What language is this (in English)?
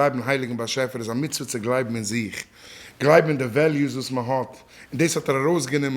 Yiddish